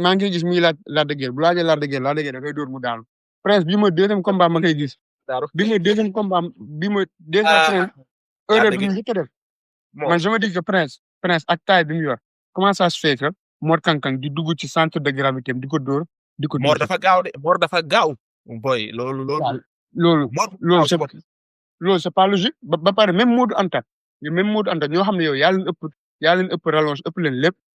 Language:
Wolof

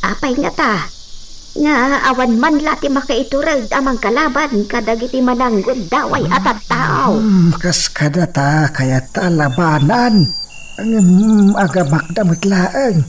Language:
Iloko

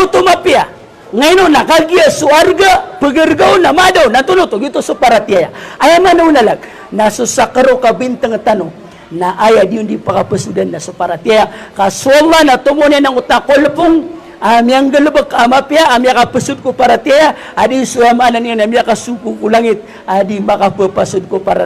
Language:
Maranao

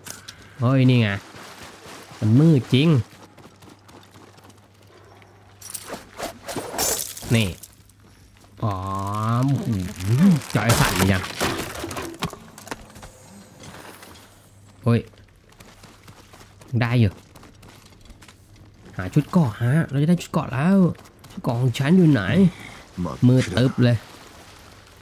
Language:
Thai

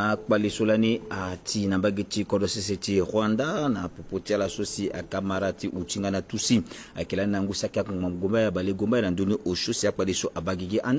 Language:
Sango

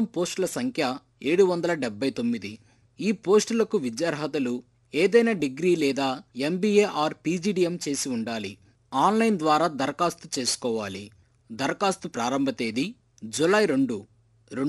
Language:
Telugu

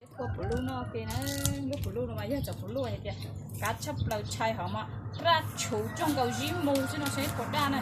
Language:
Hmong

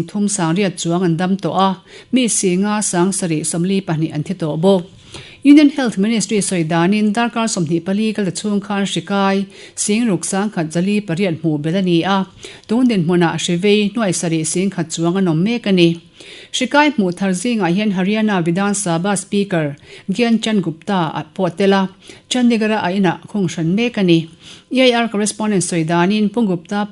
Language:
Mizo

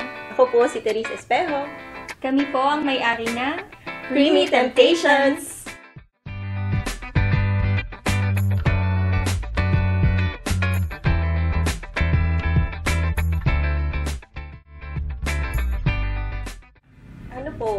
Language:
Filipino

